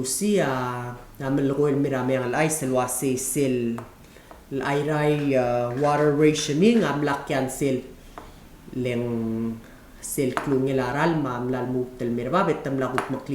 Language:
Palauan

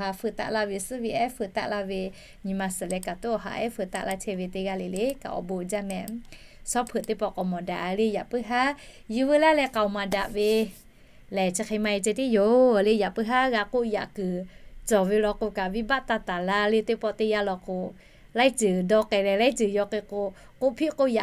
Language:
Lahu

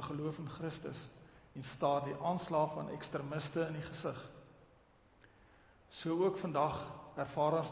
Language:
Afrikaans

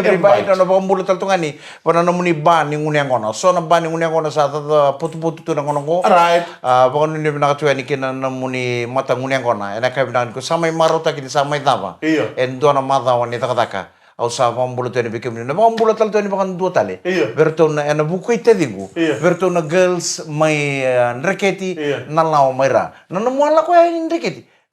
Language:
Fijian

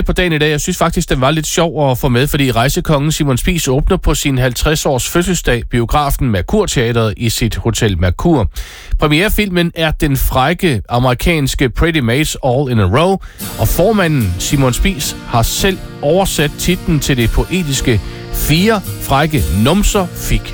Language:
Danish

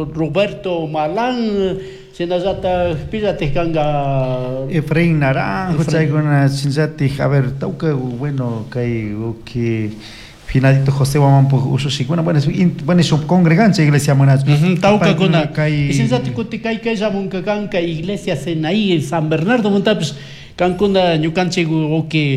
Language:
Chimborazo Highland Quichua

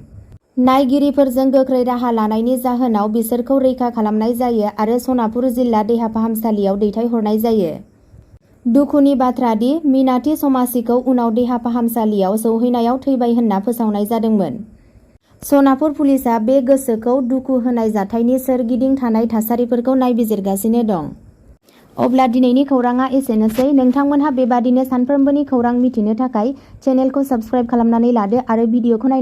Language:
Bodo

